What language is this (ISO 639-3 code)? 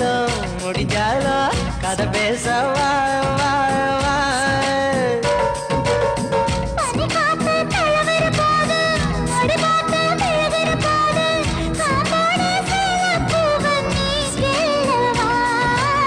tam